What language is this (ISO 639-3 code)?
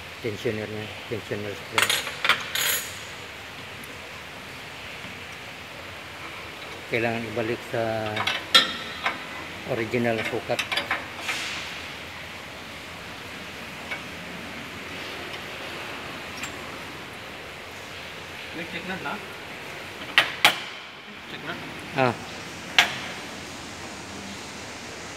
fil